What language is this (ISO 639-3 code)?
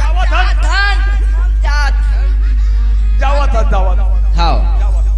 hne